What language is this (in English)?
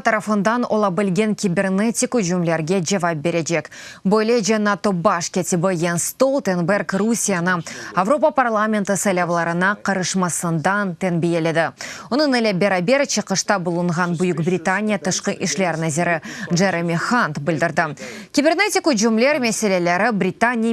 Crimean Tatar